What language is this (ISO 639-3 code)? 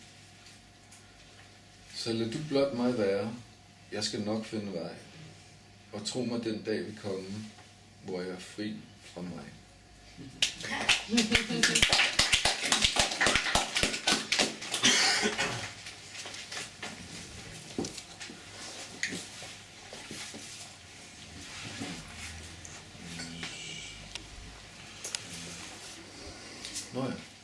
dan